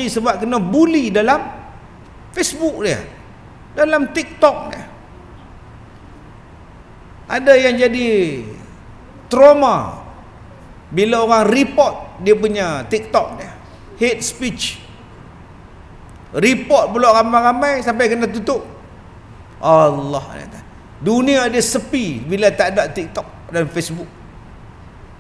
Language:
Malay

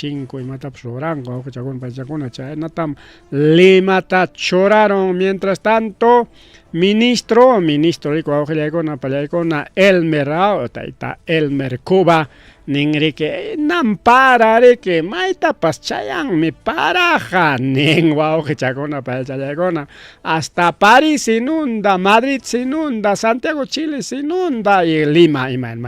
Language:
Ayacucho Quechua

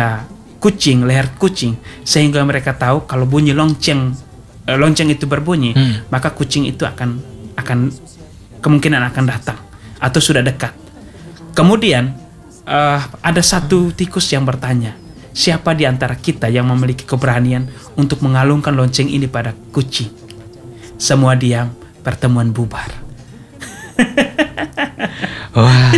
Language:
Indonesian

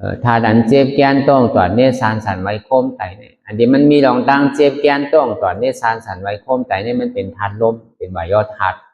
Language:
Shan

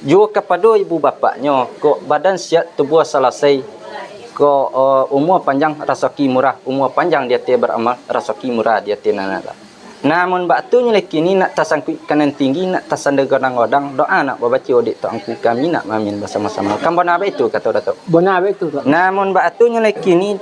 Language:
Minangkabau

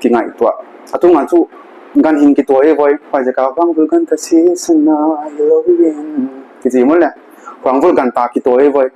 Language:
Paite Chin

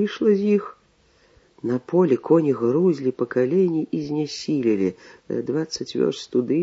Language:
Belarusian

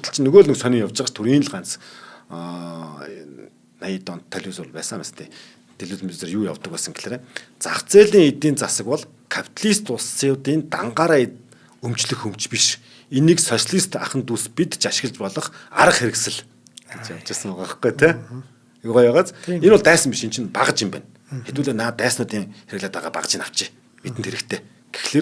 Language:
Mongolian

